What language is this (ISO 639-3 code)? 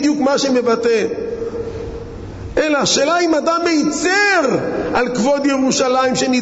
heb